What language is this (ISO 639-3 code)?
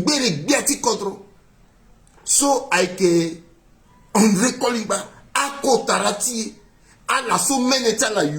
sag